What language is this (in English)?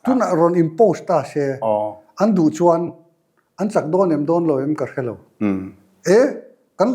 Mizo